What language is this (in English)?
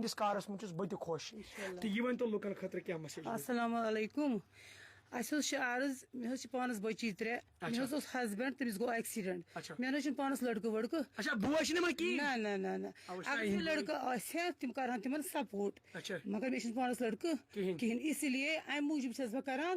Kashmiri